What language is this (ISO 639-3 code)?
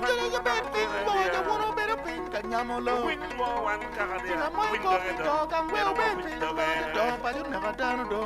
ach